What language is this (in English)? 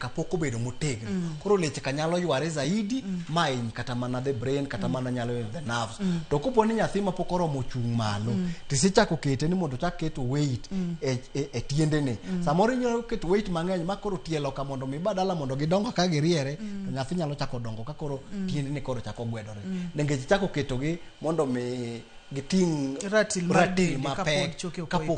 Luo (Kenya and Tanzania)